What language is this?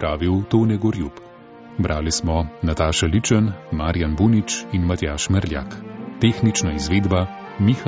Slovenian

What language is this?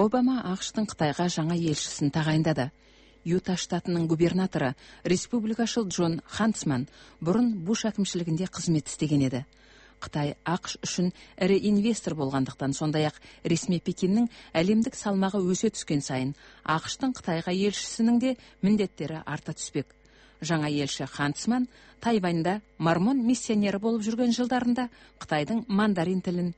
Kazakh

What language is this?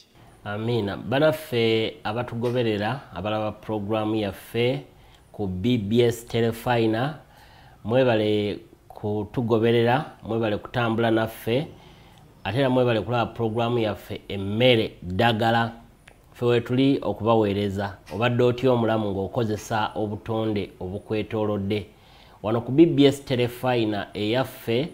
Ganda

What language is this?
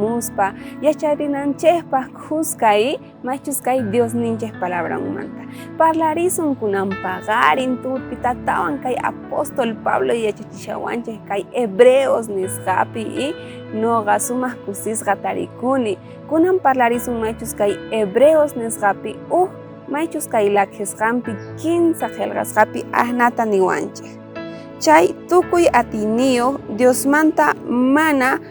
South Bolivian Quechua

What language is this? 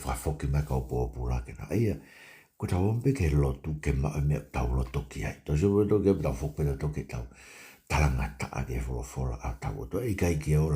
Tongan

